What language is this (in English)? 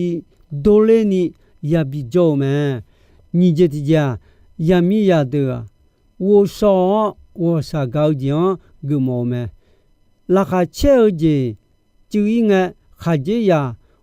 Akha